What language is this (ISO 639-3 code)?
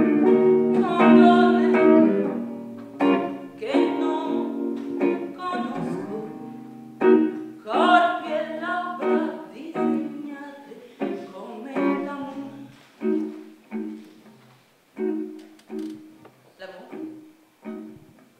ita